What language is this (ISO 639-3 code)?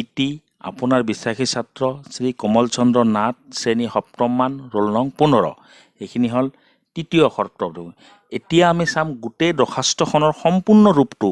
asm